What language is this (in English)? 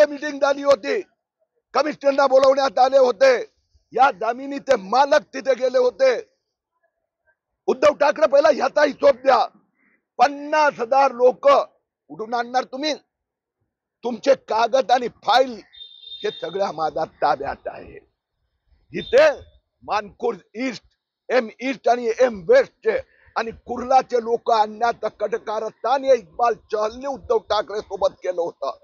Marathi